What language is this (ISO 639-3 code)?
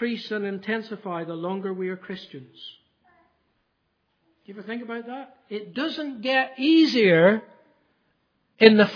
eng